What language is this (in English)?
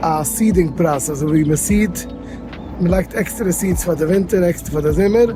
Yiddish